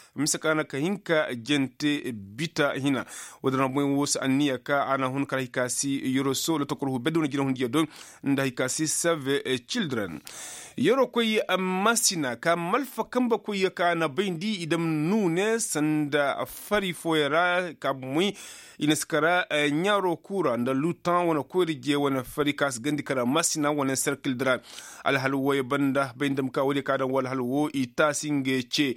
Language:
Koyraboro Senni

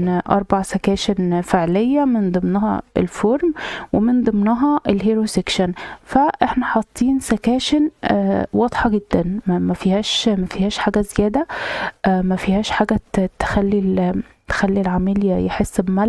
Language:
Egyptian Arabic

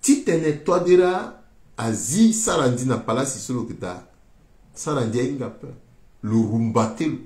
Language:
Sango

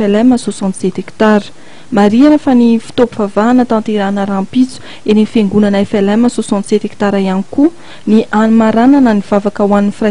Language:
Malagasy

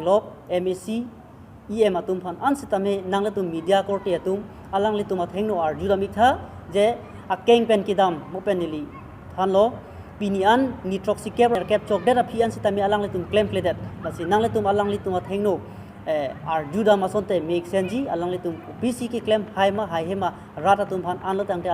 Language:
Karbi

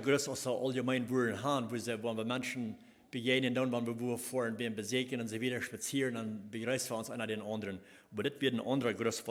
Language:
Plautdietsch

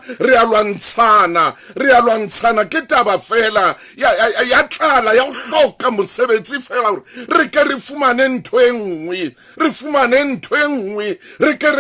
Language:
Southern Sotho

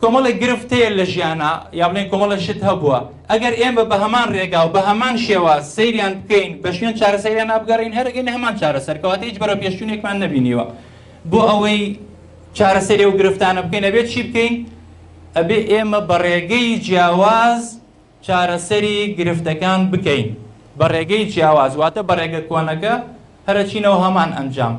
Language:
Central Kurdish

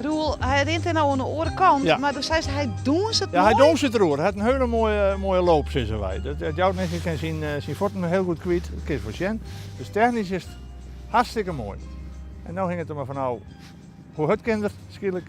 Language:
Western Frisian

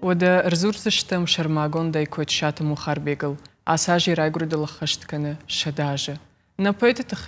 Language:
Ossetic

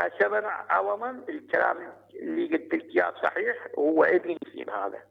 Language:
Mesopotamian Arabic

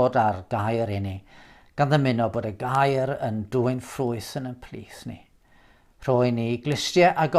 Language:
Welsh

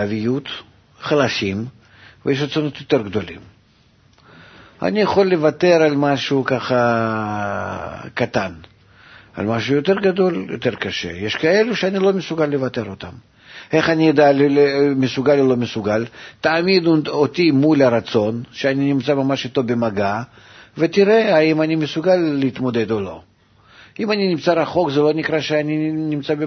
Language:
Hebrew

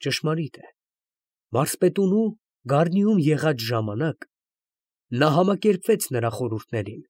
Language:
Armenian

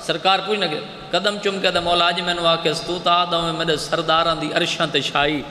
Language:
Saraiki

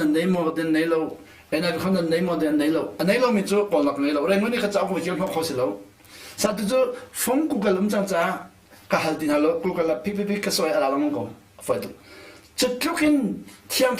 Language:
Hakha Chin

